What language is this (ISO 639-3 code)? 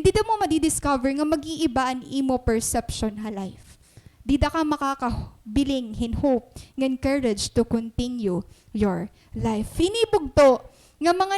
war